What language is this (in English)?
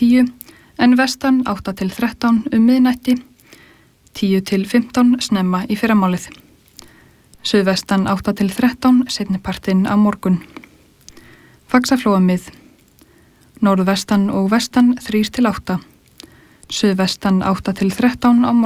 Icelandic